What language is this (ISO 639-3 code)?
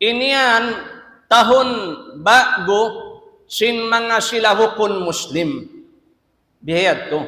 tsg